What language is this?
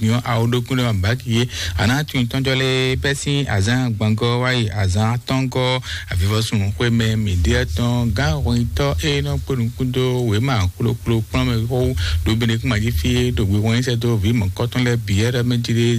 Fon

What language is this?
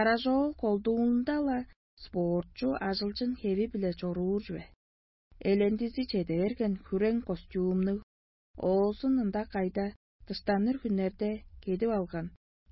Tuvinian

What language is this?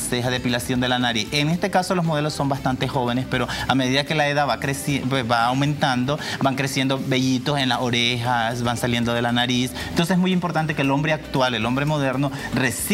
Spanish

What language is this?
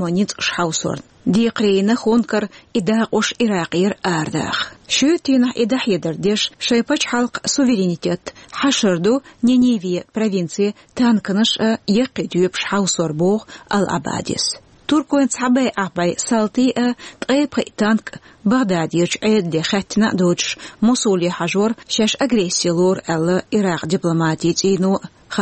Chechen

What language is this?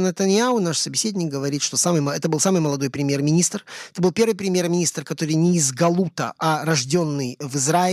Russian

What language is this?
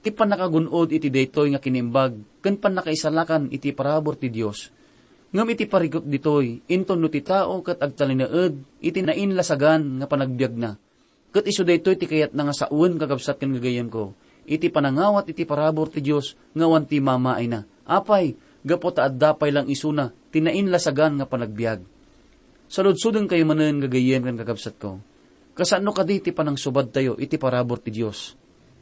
Iloko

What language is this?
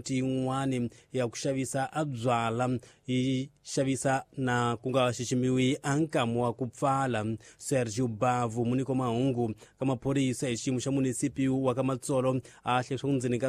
Tsonga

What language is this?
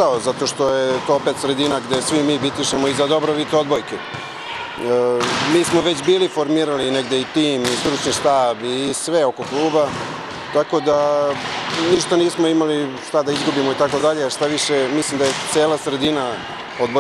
Serbian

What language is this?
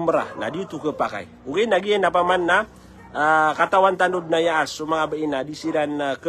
Maranao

